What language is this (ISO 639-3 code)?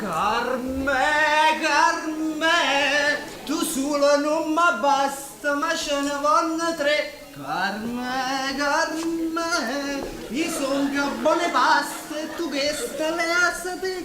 nap